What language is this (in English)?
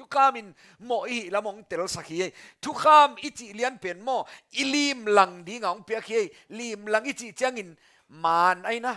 Tedim Chin